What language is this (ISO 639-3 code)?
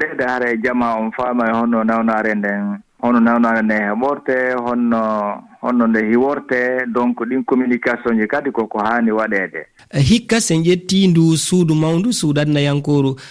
ful